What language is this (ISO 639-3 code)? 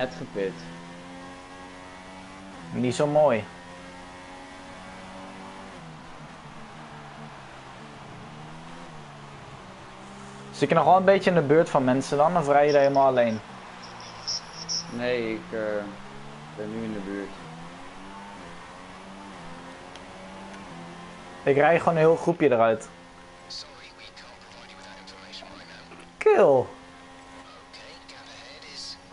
nld